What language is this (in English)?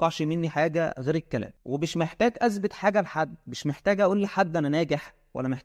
Egyptian Arabic